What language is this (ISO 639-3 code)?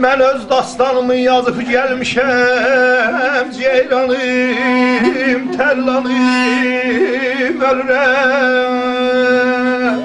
azb